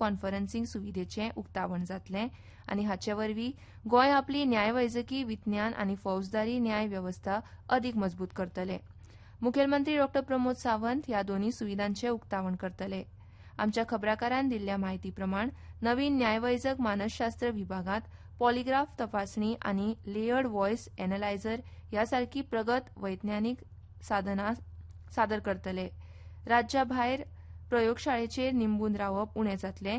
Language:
Konkani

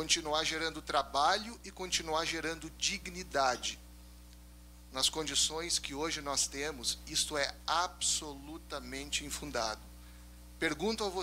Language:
Portuguese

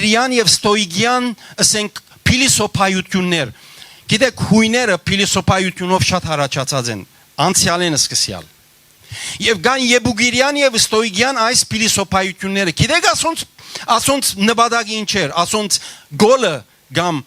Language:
Western Armenian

